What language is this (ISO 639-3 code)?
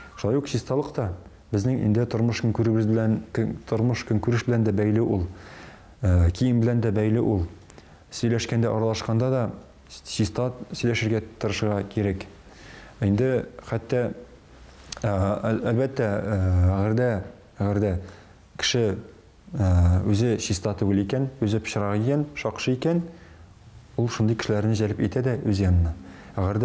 tat